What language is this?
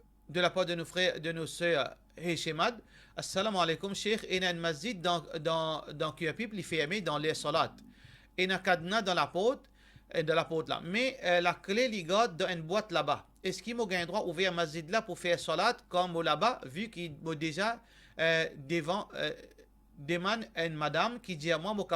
Morisyen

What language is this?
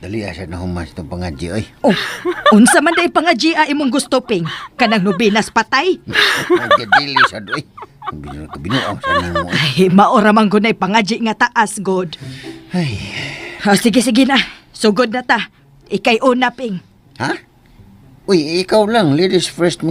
Cebuano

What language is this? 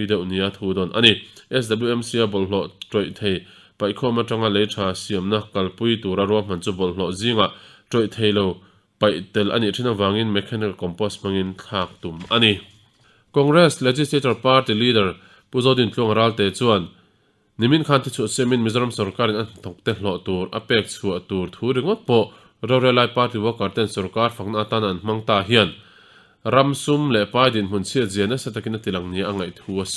Mizo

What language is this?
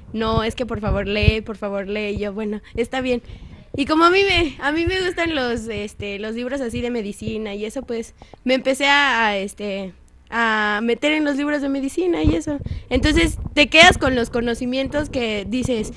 Spanish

